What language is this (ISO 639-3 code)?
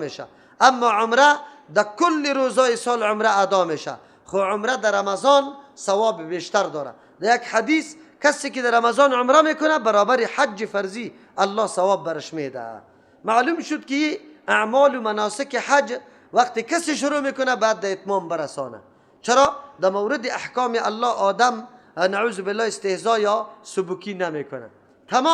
fas